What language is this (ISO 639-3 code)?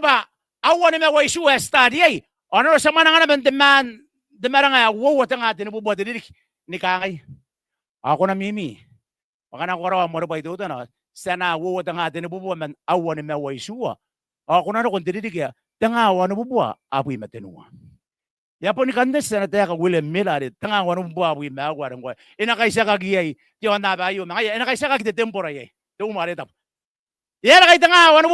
gil